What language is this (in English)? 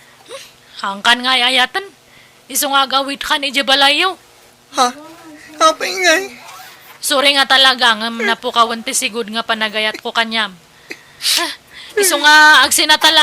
Iloko